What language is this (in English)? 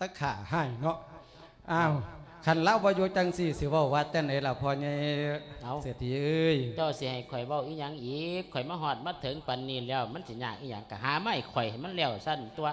Lao